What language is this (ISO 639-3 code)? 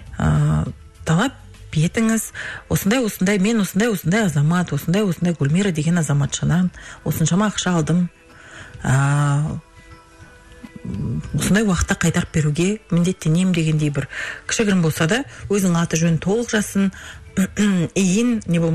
kaz